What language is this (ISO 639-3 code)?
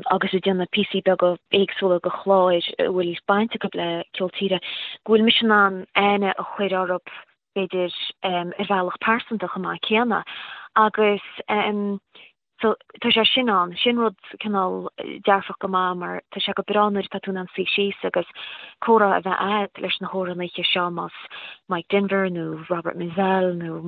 gle